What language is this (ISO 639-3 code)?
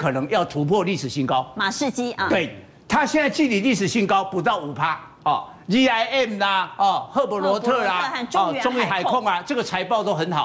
zho